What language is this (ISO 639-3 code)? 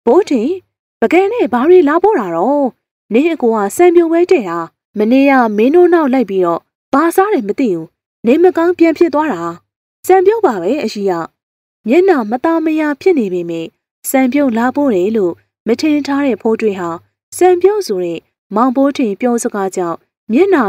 mya